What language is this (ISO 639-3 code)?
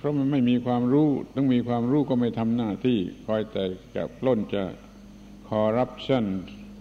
tha